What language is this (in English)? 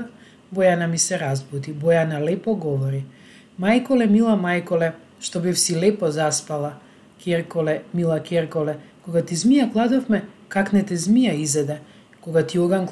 Macedonian